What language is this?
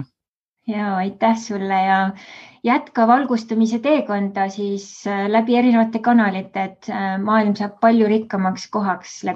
Estonian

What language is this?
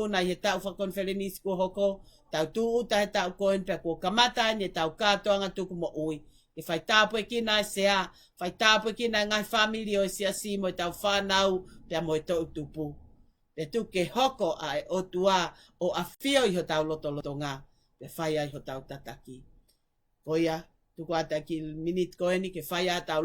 Tongan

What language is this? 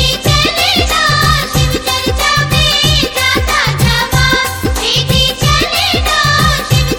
Bhojpuri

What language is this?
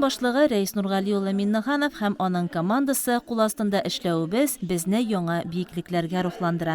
Tatar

